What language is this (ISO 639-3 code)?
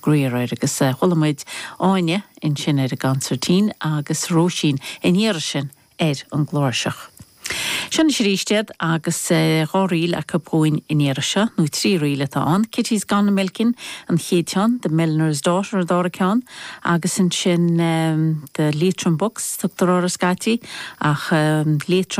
gle